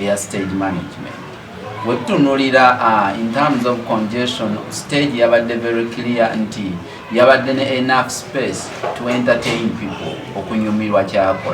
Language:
Ganda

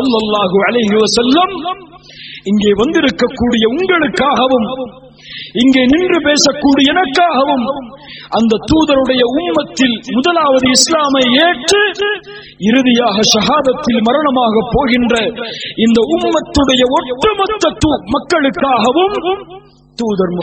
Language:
Tamil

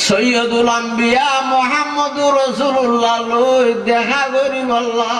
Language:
Rohingya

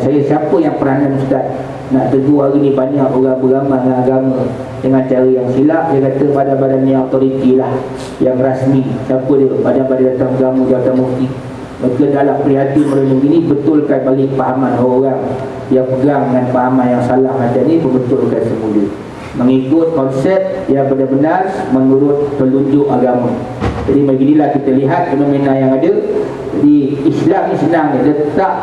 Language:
Malay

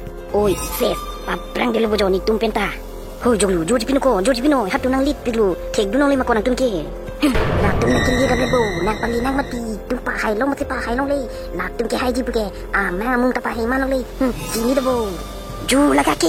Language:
Karbi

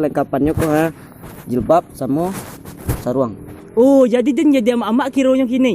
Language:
Minangkabau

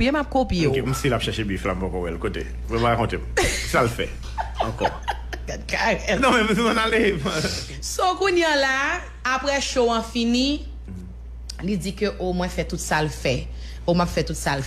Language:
Haitian Creole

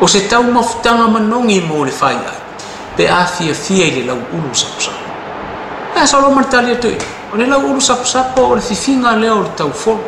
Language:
Samoan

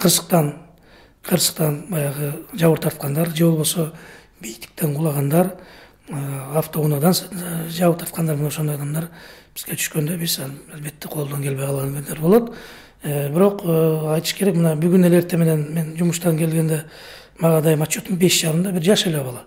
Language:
Kyrgyz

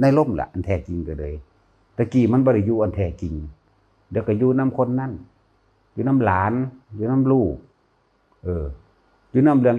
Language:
Northeastern Thai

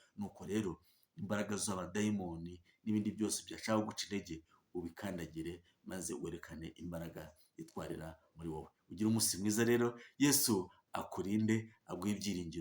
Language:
Kinyarwanda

